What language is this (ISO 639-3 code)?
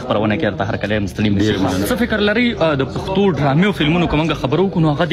pus